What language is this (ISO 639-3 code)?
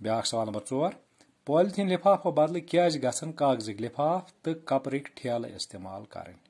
kas